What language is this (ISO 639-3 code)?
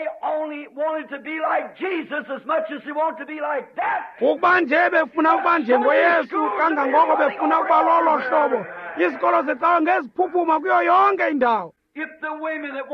xho